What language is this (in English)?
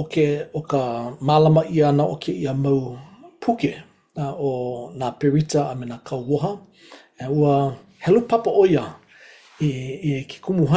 Hawaiian